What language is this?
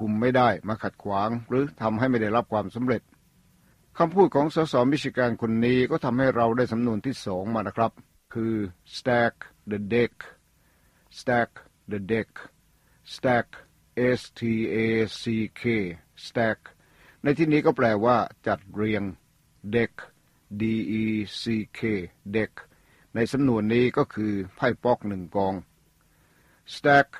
Thai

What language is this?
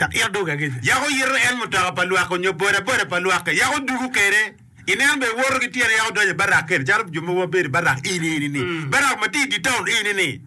Acoli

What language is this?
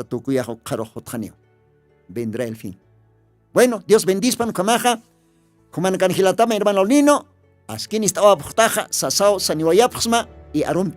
Aymara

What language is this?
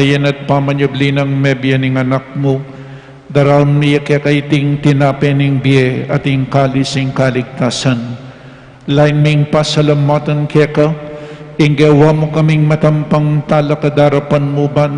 Pampanga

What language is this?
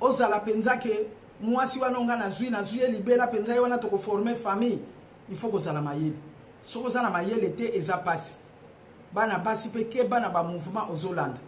Lingala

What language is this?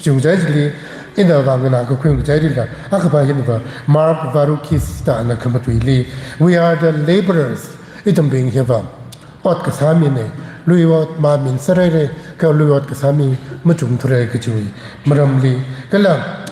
Tangkhul Naga (India)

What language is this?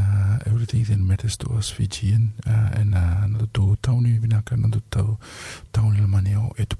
Fijian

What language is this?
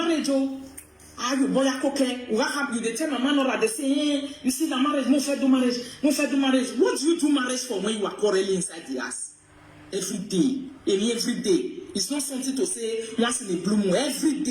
Nigerian Pidgin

